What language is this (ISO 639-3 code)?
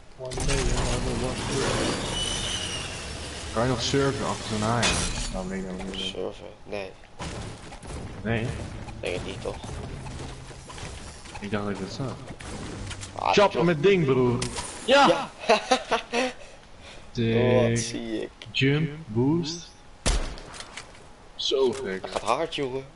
nld